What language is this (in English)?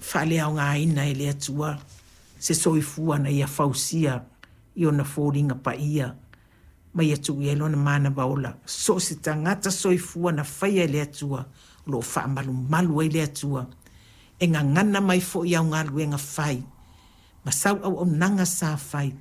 Samoan